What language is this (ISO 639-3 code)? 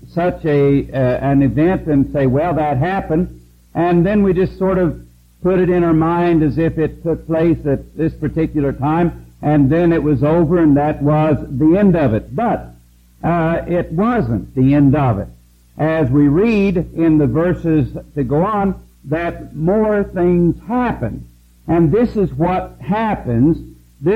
eng